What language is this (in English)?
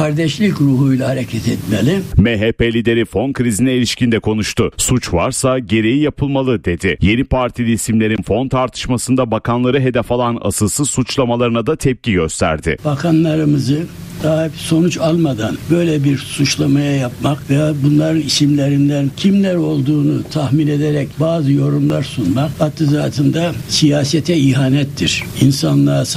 Turkish